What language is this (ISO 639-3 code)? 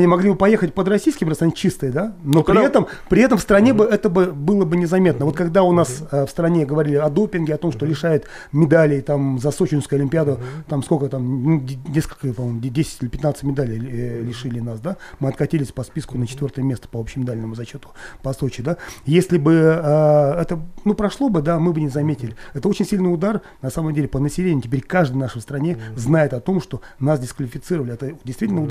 rus